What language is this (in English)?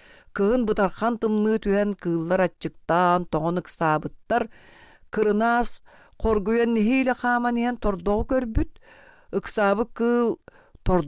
Yakut